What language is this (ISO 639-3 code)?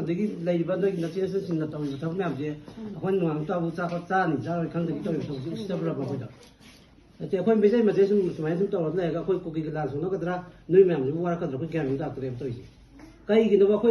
mni